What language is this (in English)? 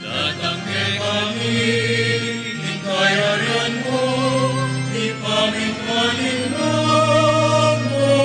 Pampanga